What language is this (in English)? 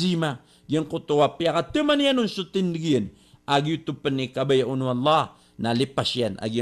Maranao